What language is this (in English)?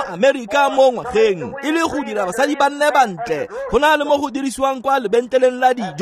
Tswana